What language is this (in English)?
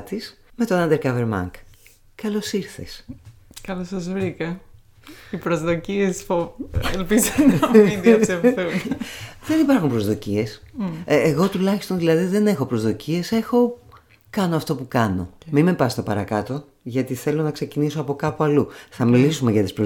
Greek